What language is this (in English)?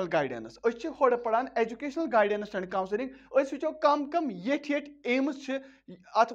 Kashmiri